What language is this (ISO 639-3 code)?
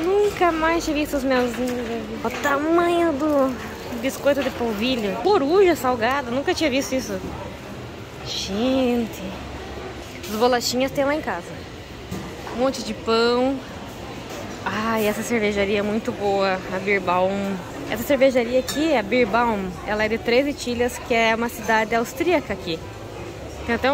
por